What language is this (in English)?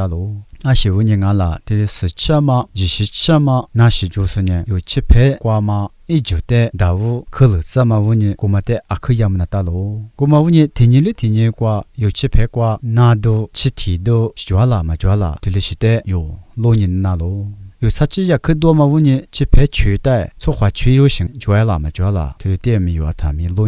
Lisu